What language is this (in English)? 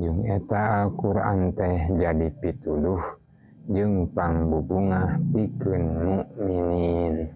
Sundanese